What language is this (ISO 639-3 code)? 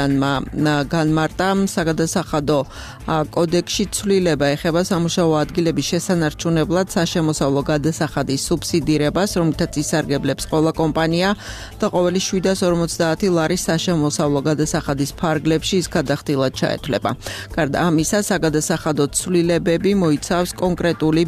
kat